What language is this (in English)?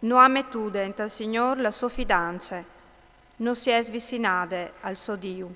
Friulian